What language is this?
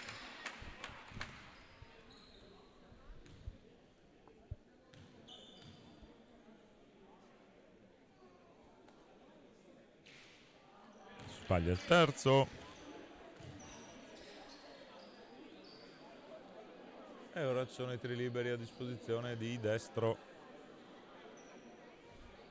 Italian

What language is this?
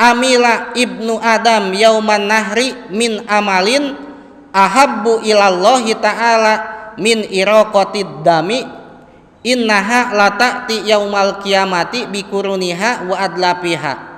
Sundanese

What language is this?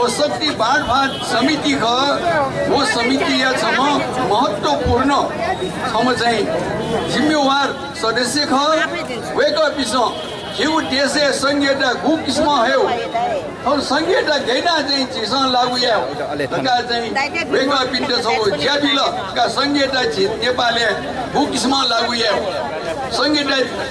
Newari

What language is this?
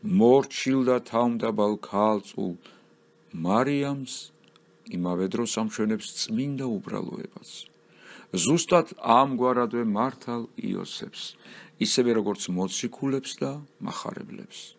Georgian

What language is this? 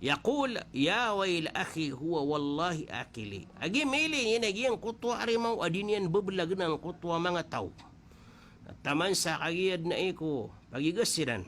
Maranao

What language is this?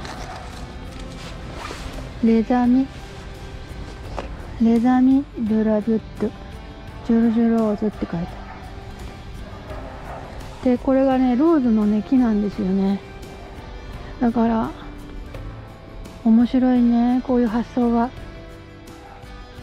Japanese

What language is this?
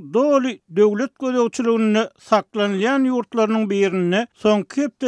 Turkmen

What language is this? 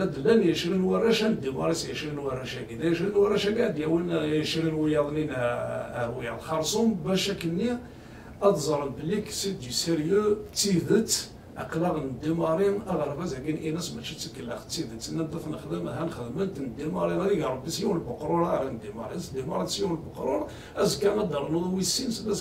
Kabyle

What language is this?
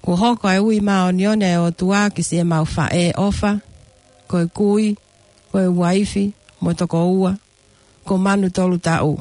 Tongan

